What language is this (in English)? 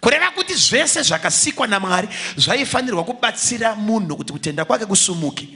Shona